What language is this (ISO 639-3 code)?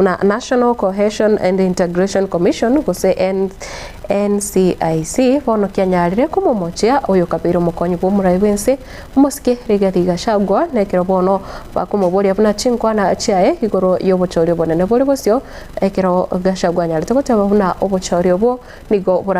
guz